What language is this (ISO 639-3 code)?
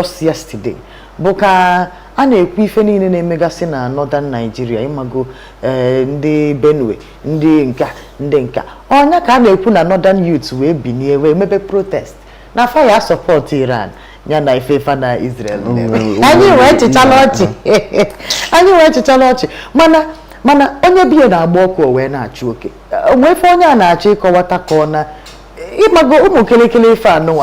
ibo